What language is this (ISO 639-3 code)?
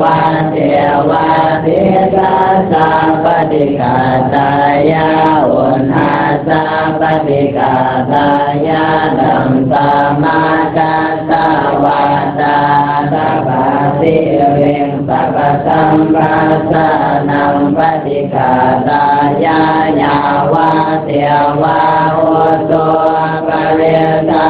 pli